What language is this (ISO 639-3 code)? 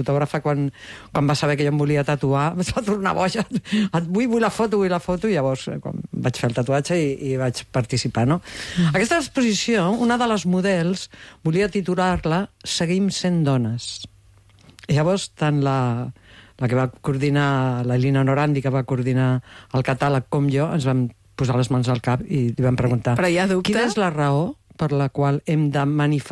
cat